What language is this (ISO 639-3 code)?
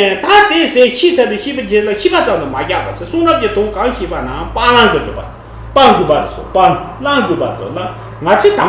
bod